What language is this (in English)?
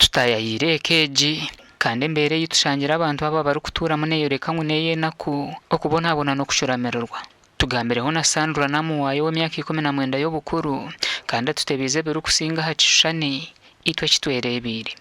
Nyankole